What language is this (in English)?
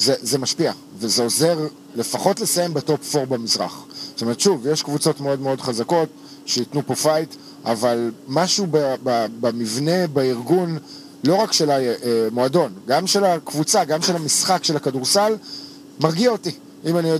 Hebrew